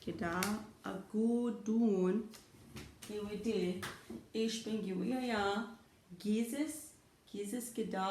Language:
Chippewa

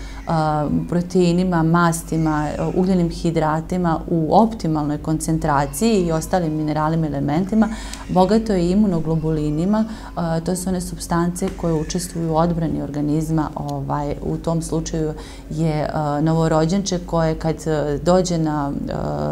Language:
Serbian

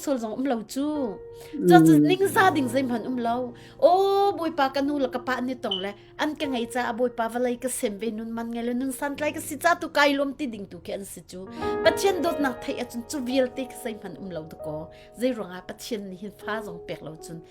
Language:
Hakha Chin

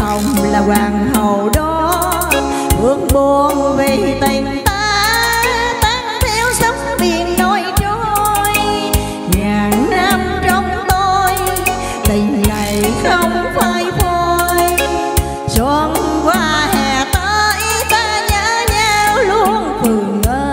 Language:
Vietnamese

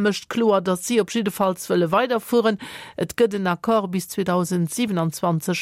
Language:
Luxembourgish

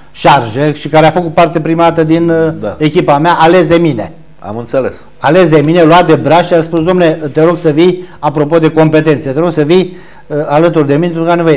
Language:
Romanian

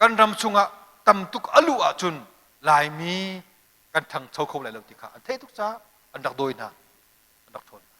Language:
Hakha Chin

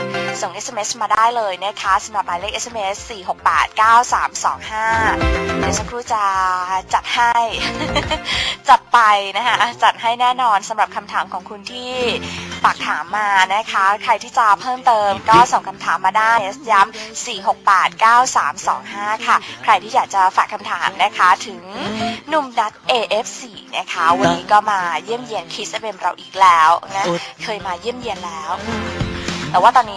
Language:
Thai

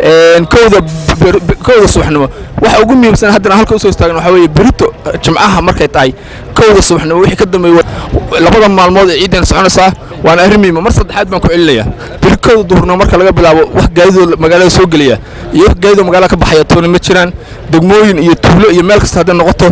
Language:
Somali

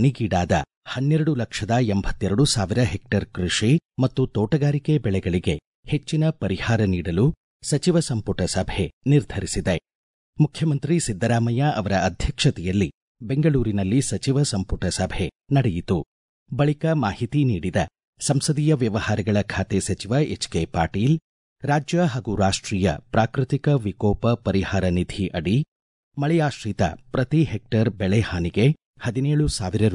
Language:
Kannada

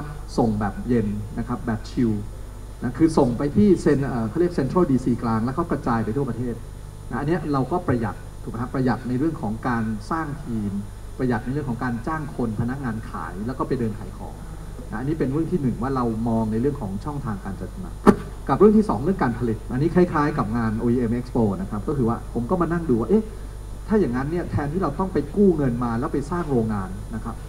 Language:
Thai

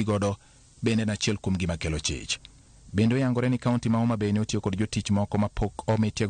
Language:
Luo (Kenya and Tanzania)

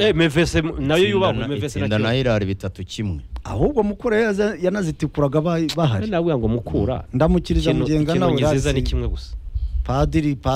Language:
Kinyarwanda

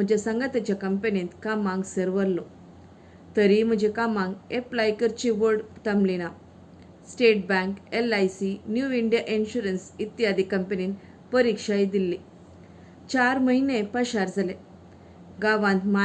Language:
Konkani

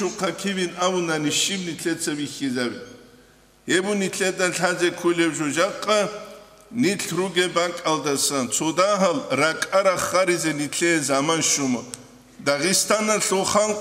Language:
Avaric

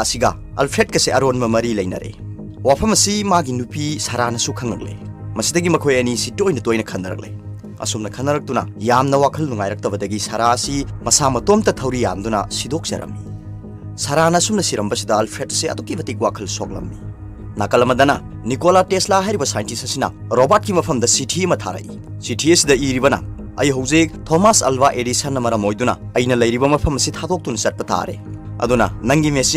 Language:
Manipuri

